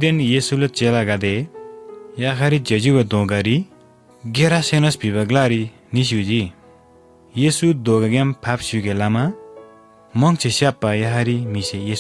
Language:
Eastern Tamang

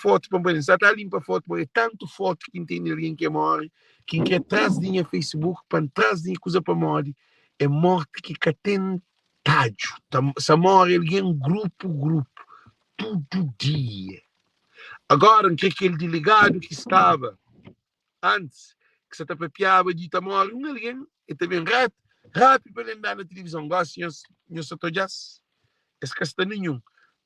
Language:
Kabuverdianu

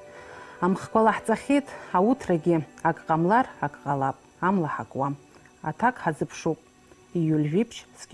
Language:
Abkhazian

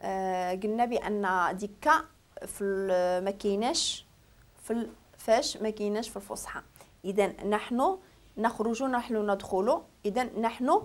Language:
Moroccan Arabic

